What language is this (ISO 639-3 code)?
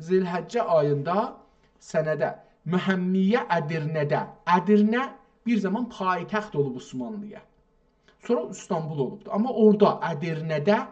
azb